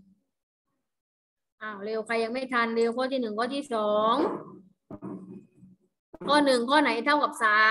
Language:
Thai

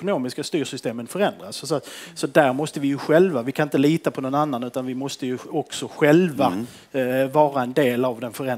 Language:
Swedish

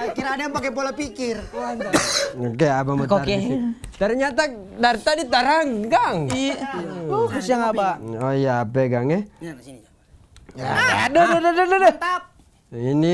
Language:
Manado Malay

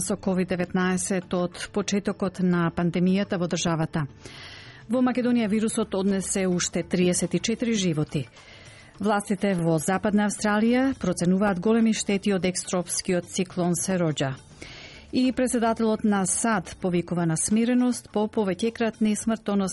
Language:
Macedonian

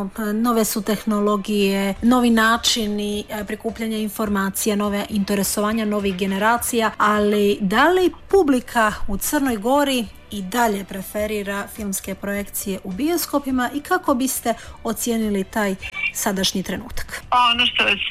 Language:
Serbian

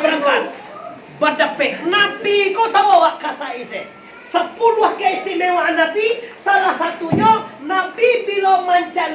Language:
Minangkabau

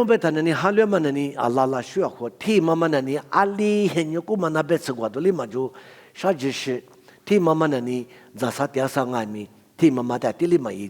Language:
Lisu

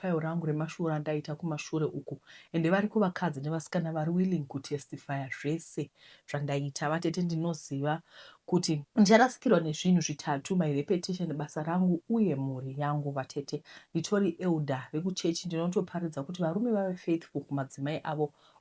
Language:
Shona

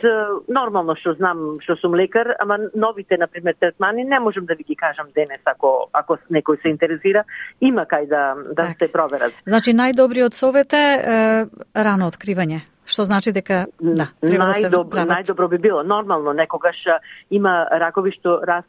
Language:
Macedonian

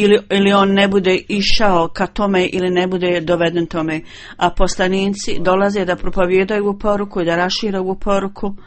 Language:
Bosnian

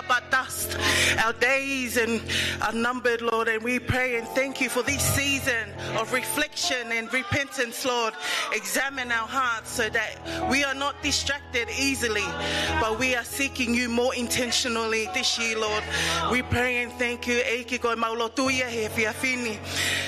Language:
Tongan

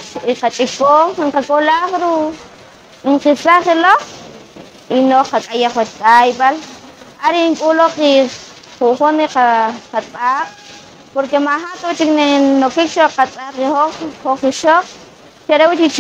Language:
Poqomchi'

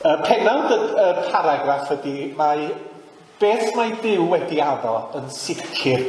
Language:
Welsh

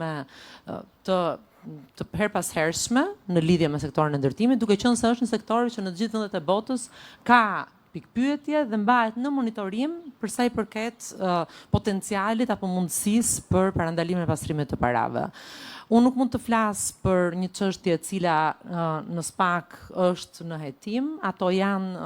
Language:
Albanian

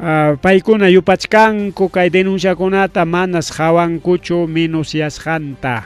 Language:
Ayacucho Quechua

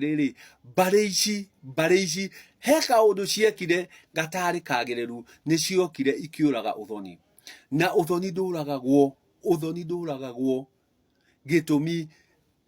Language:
Kikuyu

